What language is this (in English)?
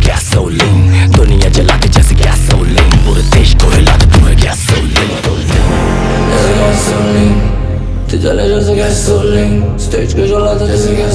Hindi